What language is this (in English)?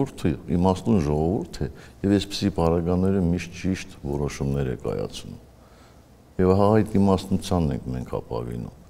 Armenian